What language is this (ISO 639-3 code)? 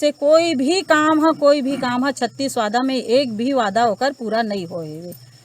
hne